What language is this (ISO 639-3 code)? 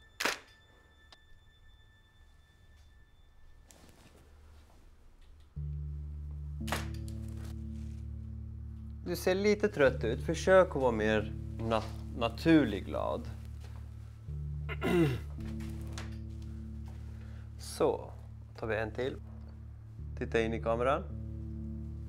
swe